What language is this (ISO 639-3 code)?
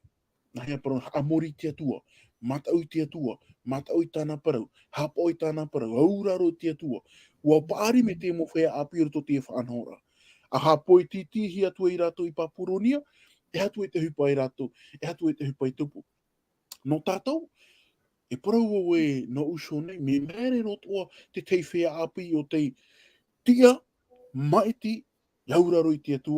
tah